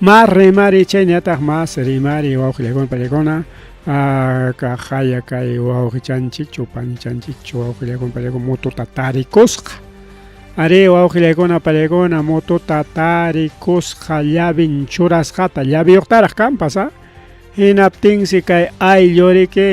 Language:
Ayacucho Quechua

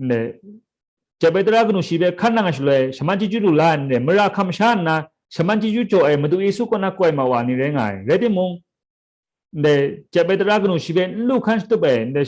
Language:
Kachin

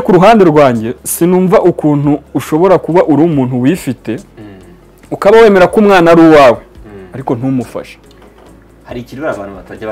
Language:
Kinyarwanda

